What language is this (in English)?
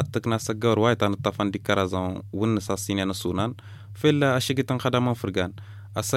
Tamasheq